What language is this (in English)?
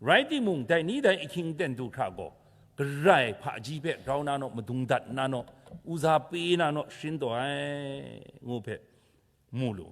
Kachin